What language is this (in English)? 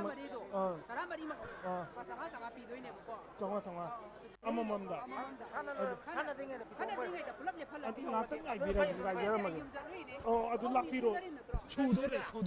Manipuri